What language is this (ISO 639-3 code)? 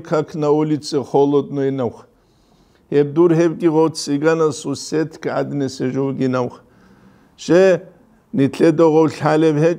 ava